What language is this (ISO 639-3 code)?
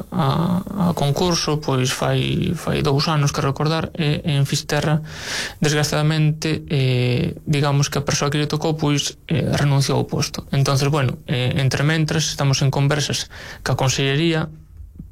glg